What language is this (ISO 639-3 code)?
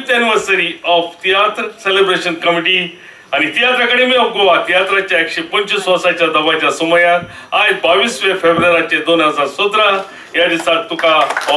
kok